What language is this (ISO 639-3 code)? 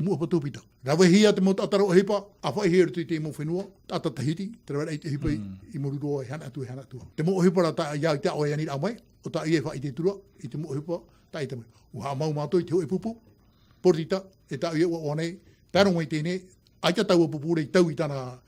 tah